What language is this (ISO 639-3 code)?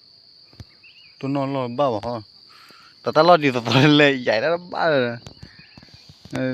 ksw